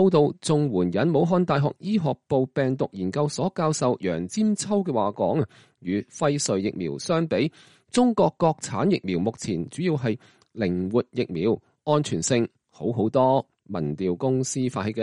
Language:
Cantonese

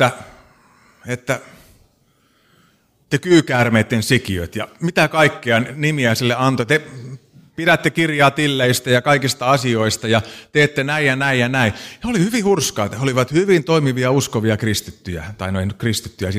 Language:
Finnish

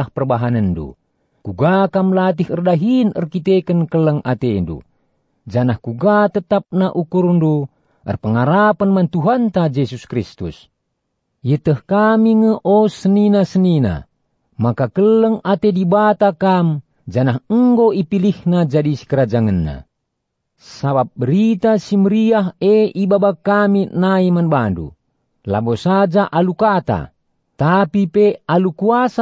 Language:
Batak Karo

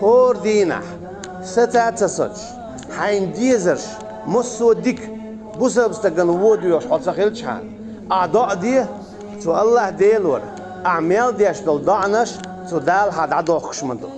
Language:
Chechen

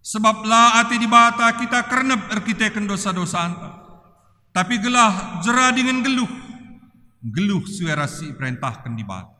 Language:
Batak Karo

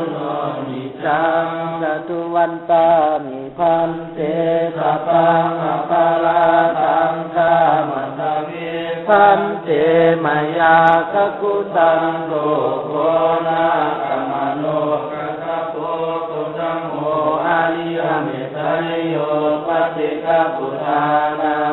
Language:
Pali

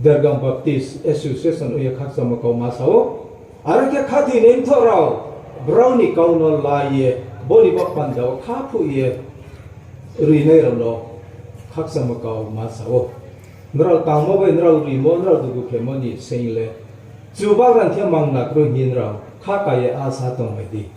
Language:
Riang (India)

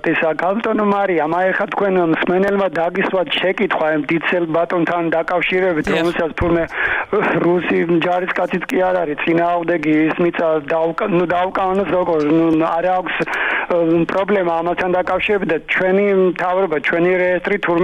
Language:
Georgian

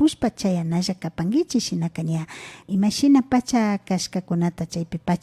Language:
Imbabura Highland Quichua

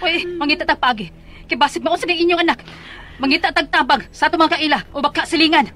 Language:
Cebuano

